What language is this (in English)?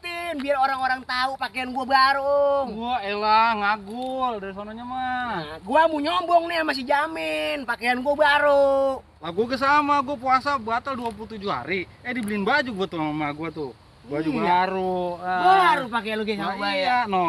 Betawi